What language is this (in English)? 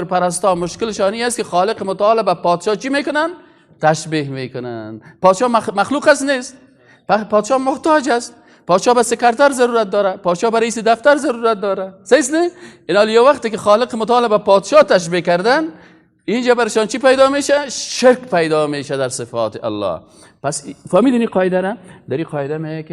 Persian